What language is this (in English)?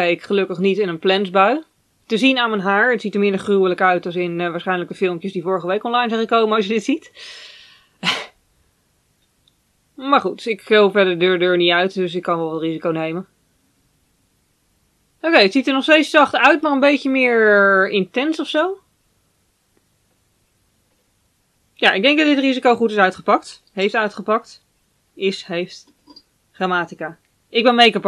Dutch